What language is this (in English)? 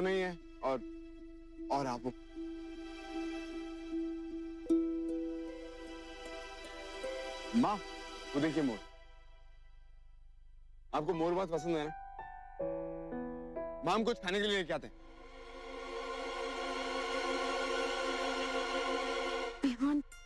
Hindi